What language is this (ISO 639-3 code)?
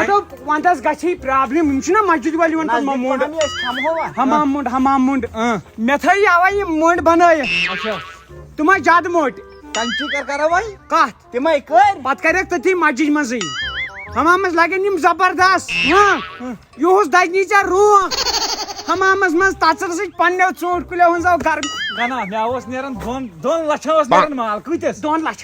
kas